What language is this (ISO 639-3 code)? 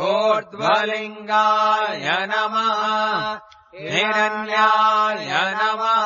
san